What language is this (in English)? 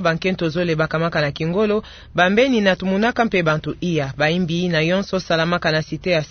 Kituba (Democratic Republic of Congo)